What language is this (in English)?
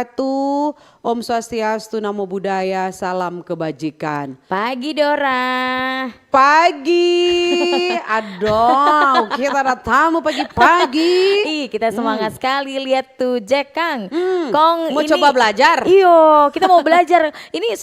Manado Malay